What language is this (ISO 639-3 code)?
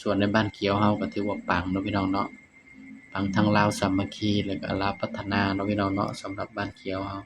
tts